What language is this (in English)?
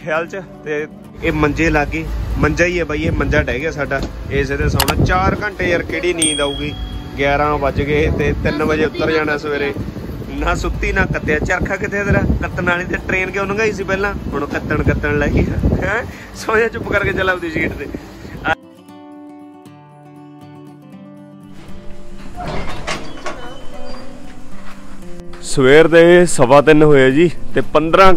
Punjabi